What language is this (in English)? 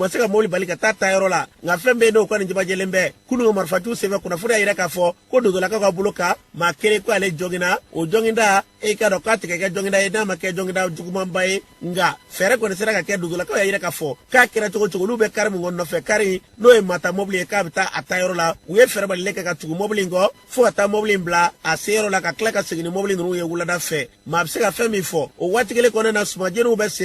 Bambara